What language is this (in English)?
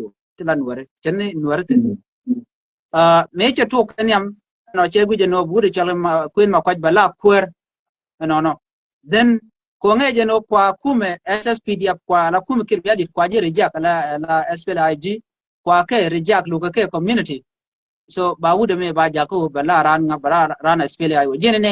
Nuer